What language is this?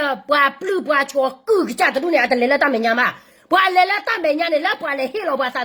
S'gaw Karen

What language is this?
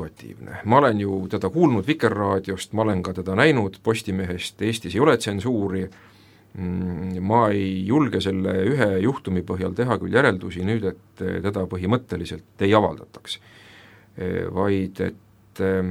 Estonian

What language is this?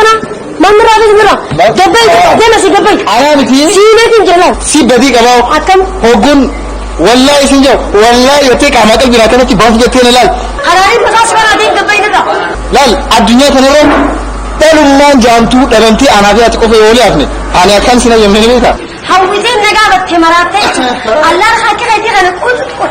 Oromo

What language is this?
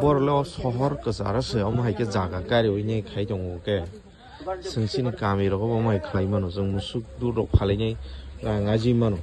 Kok Borok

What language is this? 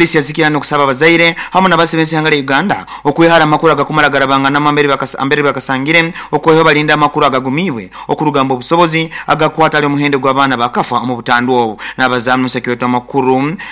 Nyoro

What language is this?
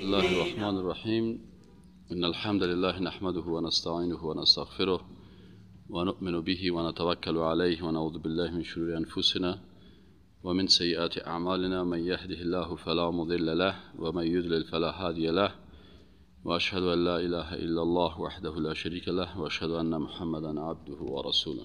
Persian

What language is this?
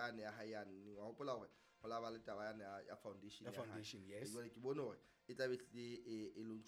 Southern Sotho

